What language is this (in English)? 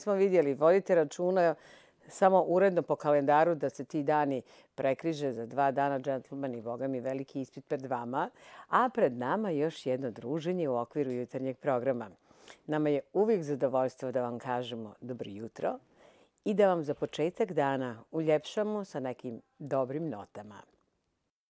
Bosnian